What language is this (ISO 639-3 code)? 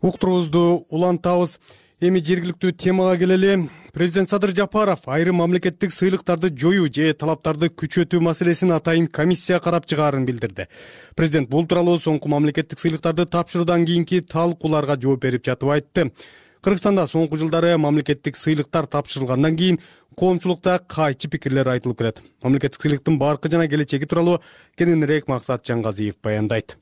kir